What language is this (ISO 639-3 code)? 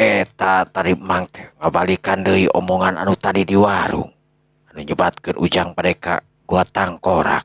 sun